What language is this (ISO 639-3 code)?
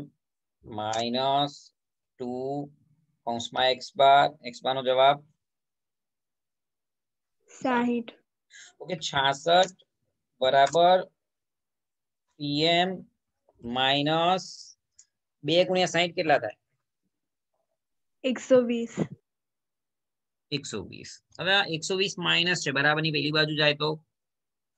guj